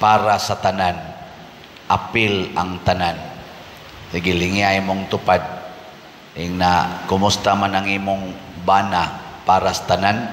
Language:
Cebuano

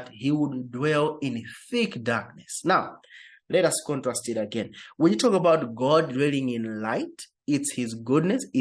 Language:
English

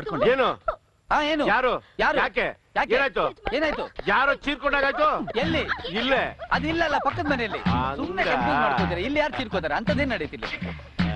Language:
Kannada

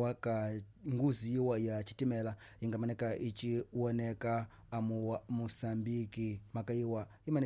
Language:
Tsonga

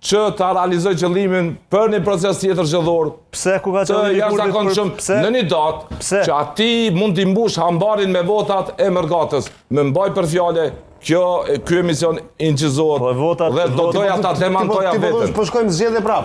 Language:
Albanian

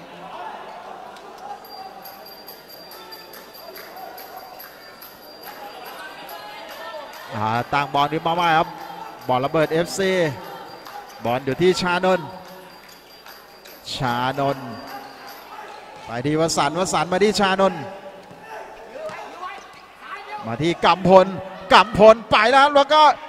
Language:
Thai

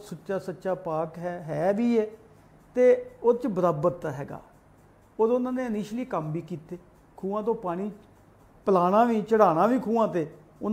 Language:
Punjabi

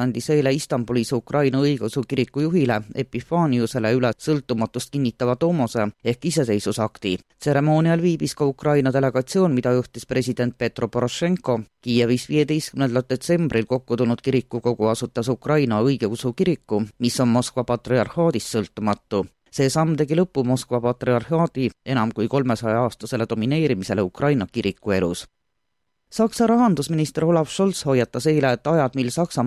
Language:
Estonian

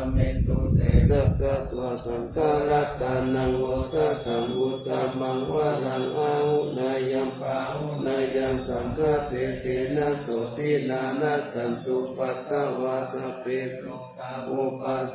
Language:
Pali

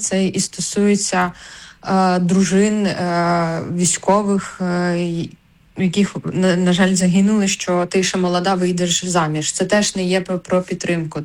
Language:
Ukrainian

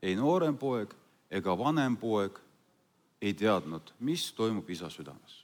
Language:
Estonian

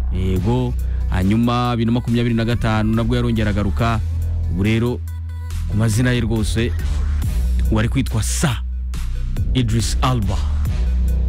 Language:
Kinyarwanda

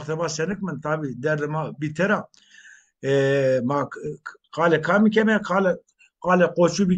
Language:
Zaza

